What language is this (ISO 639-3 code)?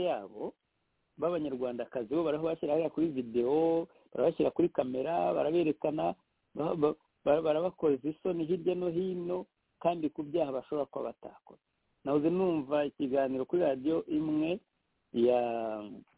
kin